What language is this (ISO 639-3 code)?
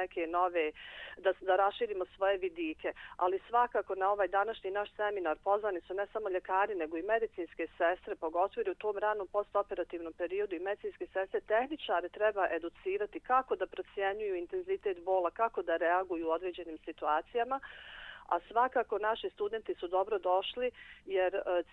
srp